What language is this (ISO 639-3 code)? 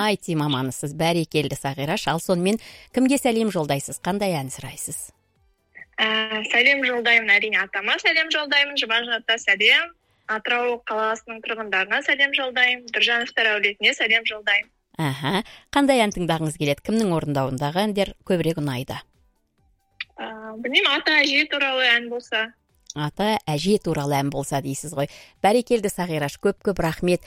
kaz